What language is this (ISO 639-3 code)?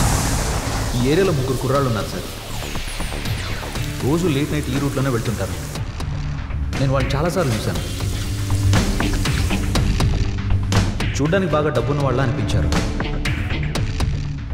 tel